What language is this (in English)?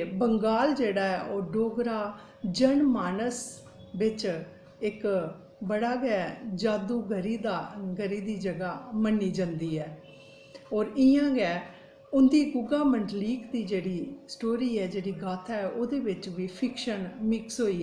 Dogri